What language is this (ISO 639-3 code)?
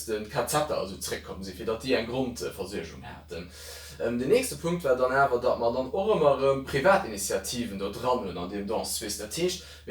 ltz